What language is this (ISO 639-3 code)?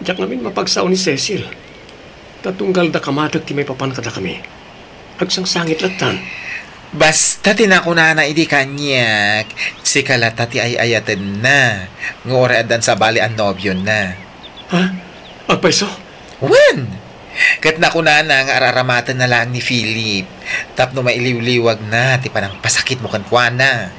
ilo